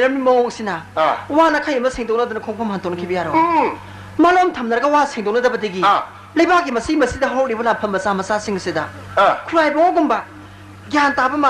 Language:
Manipuri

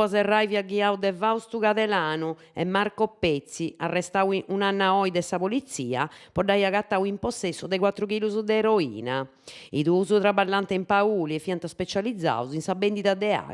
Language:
Sardinian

